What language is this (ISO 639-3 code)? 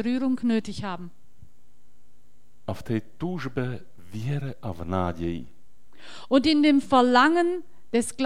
slk